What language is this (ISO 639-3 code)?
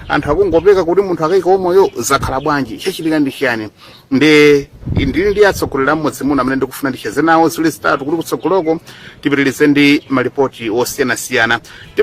nya